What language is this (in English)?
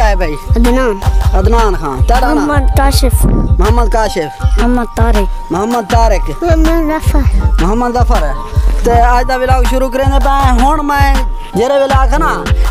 Saraiki